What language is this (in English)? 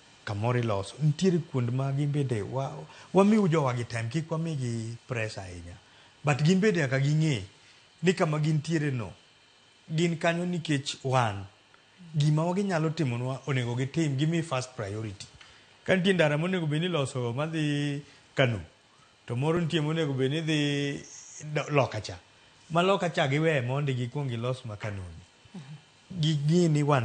Luo (Kenya and Tanzania)